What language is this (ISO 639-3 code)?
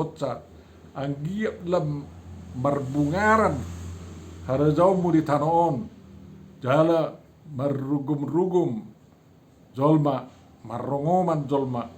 bbc